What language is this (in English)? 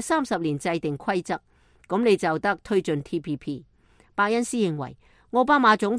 Cantonese